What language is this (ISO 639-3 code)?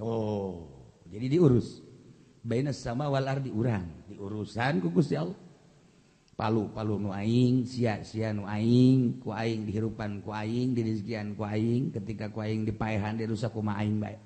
sun